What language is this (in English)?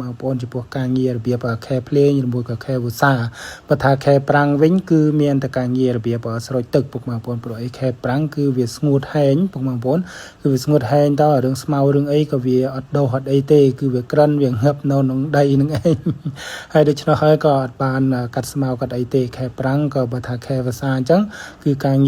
Khmer